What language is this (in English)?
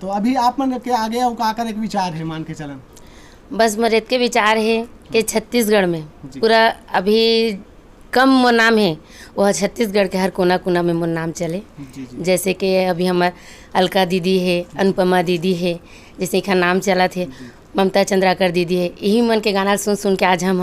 Chhattisgarhi